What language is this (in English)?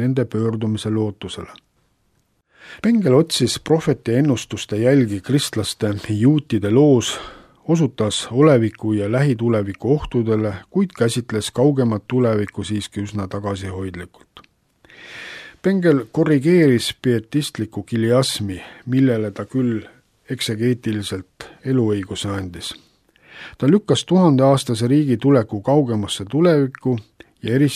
Estonian